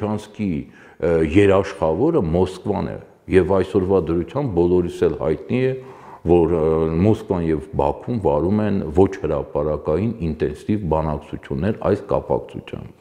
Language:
Armenian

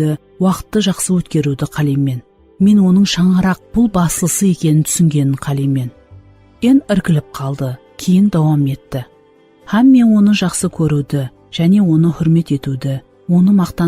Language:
Kara-Kalpak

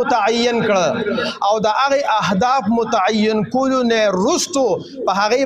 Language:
Pashto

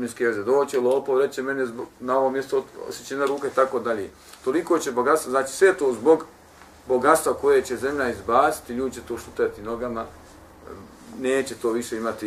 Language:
Bosnian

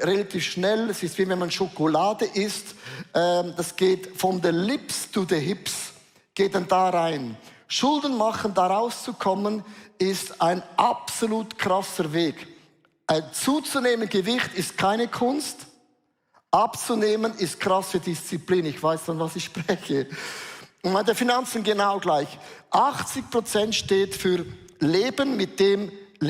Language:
Swiss German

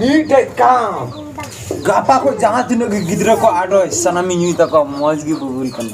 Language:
Santali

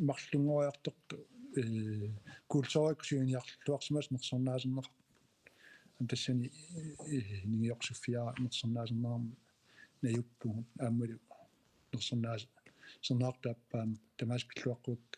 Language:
Kalaallisut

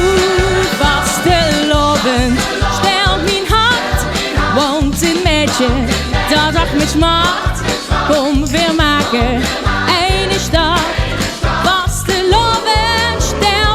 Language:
Limburgish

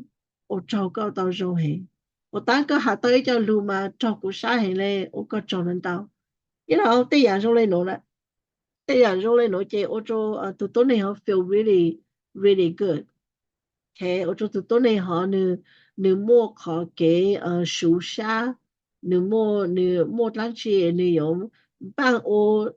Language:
Hmong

